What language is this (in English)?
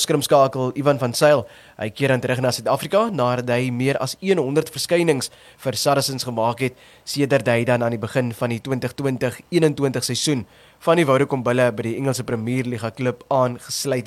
Afrikaans